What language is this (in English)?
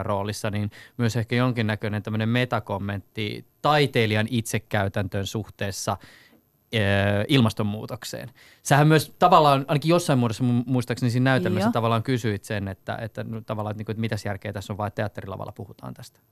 Finnish